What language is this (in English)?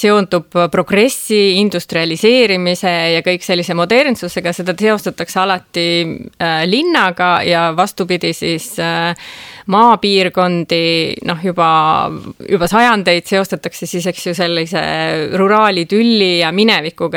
Estonian